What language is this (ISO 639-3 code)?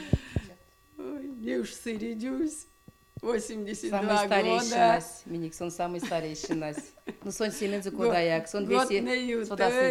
myv